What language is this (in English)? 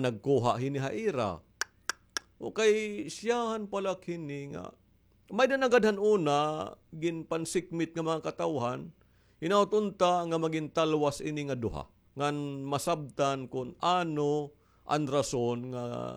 Waray